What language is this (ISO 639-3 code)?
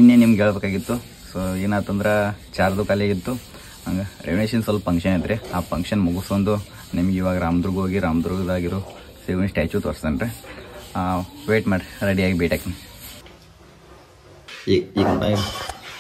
kan